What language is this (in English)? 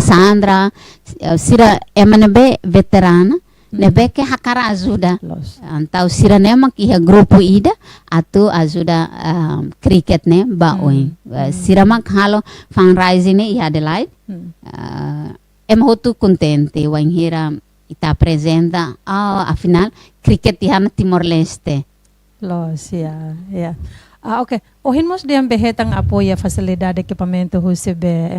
Tetum